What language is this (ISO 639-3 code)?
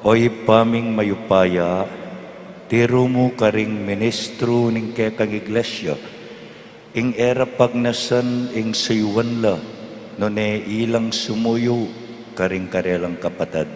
pam